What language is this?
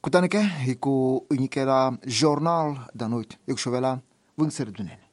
Tsonga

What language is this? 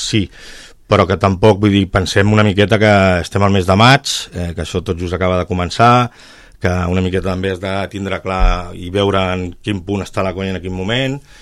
Catalan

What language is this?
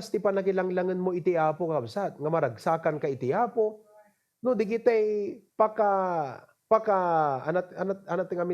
Iloko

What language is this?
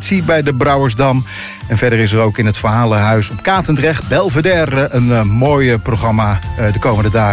Dutch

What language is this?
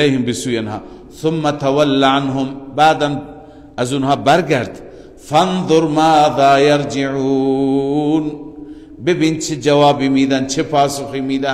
Persian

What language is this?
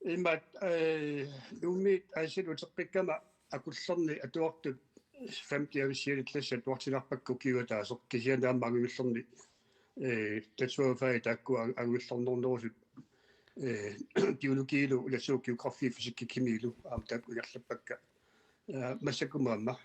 Kalaallisut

